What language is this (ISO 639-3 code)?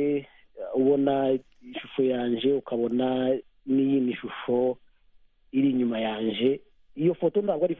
kin